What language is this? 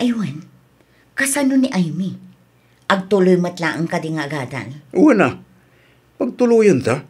Iloko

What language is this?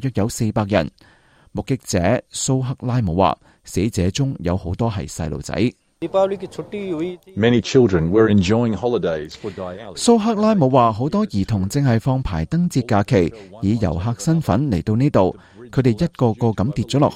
Cantonese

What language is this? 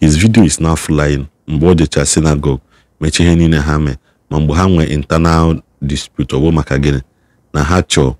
Igbo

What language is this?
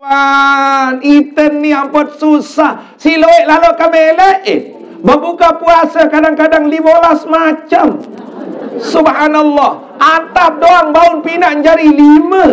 Sasak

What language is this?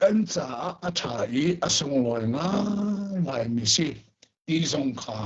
Hakha Chin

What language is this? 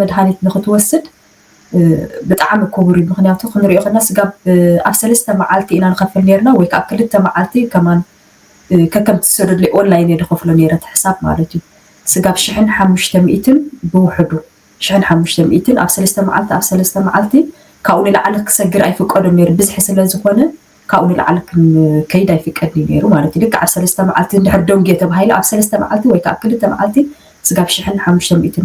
Tigrinya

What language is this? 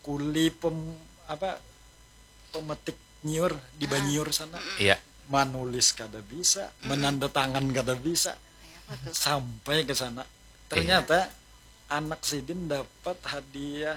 Banjar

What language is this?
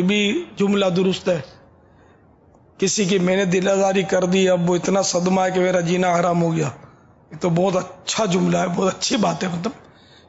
Urdu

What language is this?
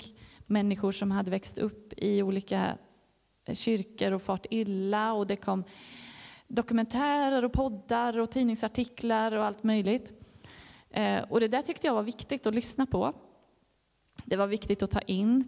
Swedish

